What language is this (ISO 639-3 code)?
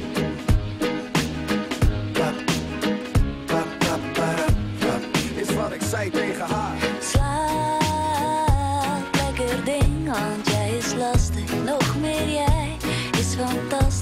nld